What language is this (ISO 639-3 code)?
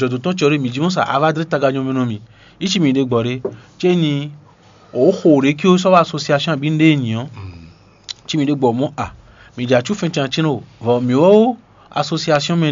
fon